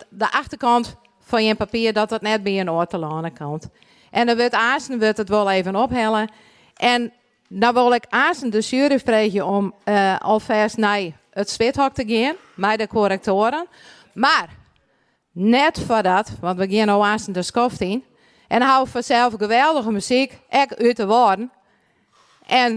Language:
Western Frisian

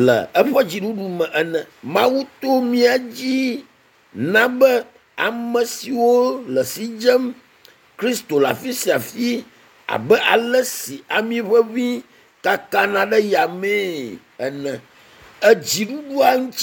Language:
Ewe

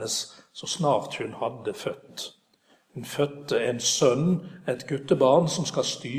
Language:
Norwegian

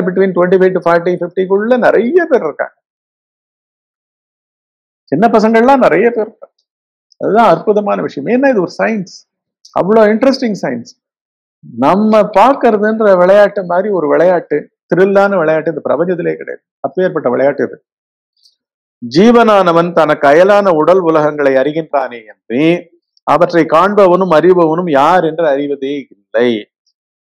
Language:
Tamil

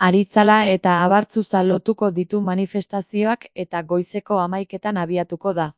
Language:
Basque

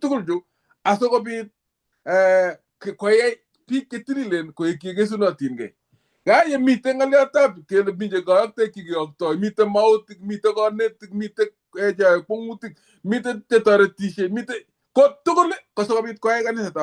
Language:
Kalenjin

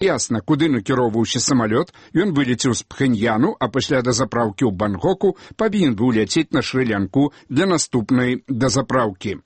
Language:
Belarusian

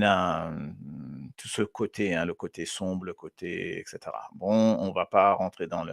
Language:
Morisyen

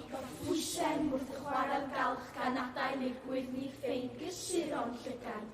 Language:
Welsh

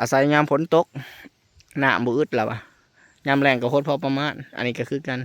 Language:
Lao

